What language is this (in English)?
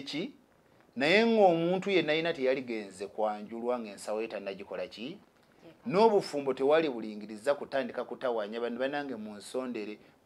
Ganda